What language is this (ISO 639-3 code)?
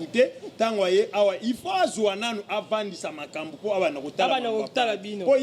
lin